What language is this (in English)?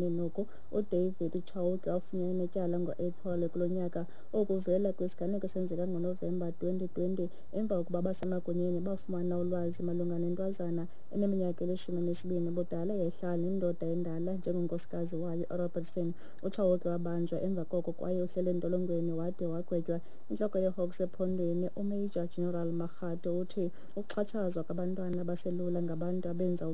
Xhosa